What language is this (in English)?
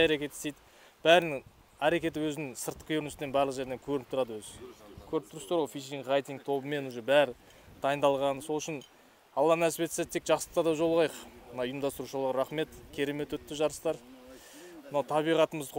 Kazakh